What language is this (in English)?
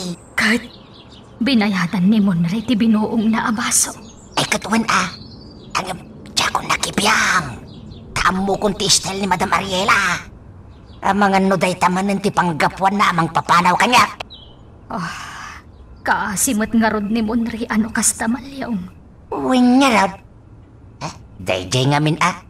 Iloko